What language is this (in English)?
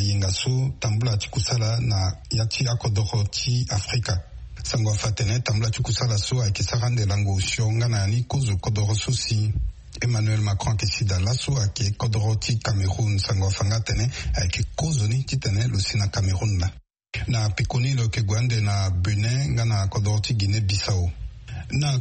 Sango